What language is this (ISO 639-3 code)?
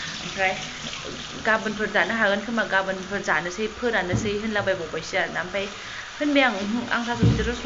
brx